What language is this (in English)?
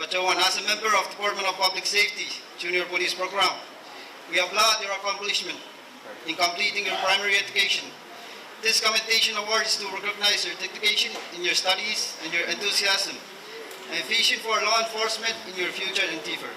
Pohnpeian